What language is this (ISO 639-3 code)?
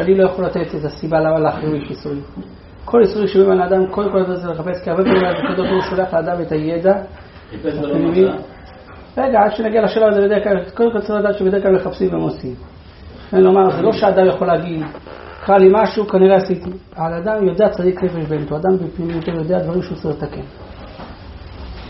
heb